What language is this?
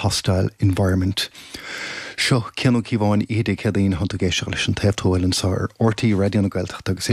Irish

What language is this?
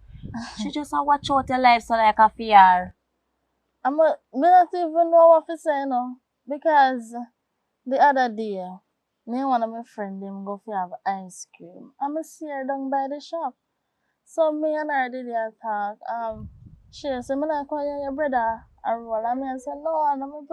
Jamaican Creole English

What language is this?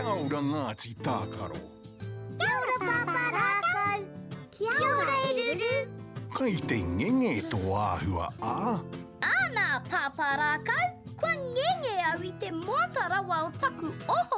Māori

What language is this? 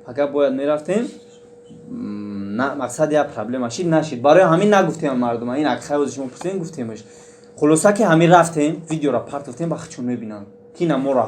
Tajik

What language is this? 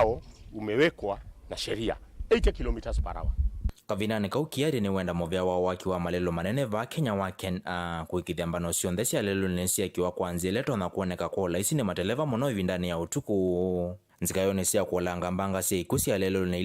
Kamba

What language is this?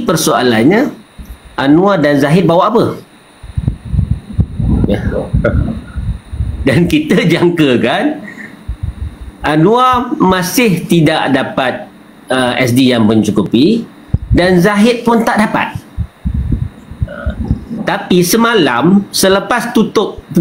Malay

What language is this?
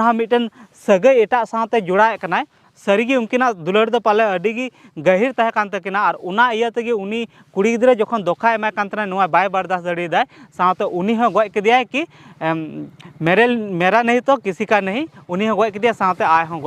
Santali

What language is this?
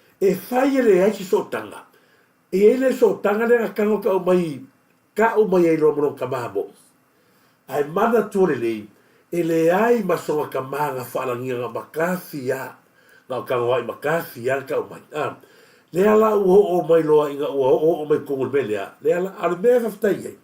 Samoan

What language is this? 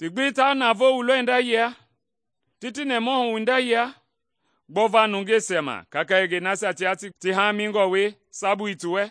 Mende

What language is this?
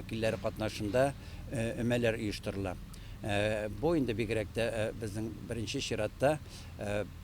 Tatar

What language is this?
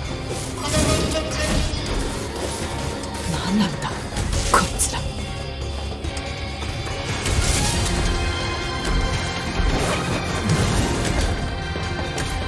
Japanese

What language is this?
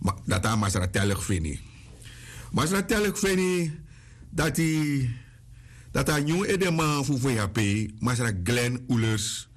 Sranan Tongo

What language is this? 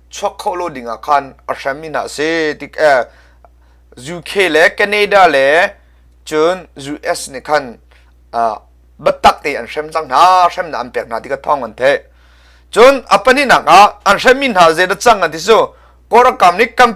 Hakha Chin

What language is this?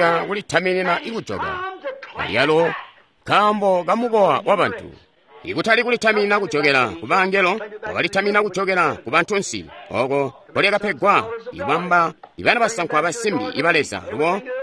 Tonga (Zambia)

